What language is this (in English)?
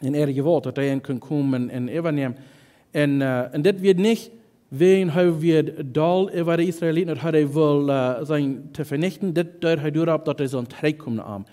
Plautdietsch